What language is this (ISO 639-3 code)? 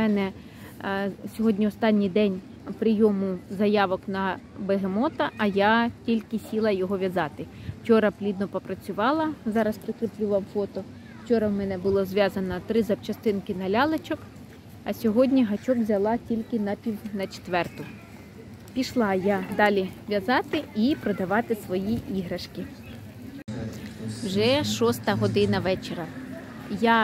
ukr